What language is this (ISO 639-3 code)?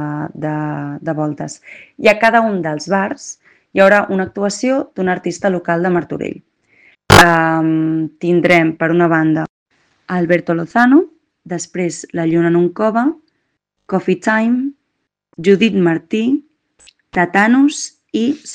cat